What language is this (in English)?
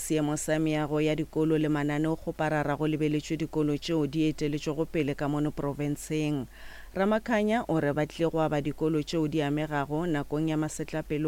Northern Sotho